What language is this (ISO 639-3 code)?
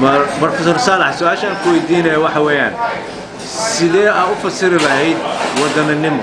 som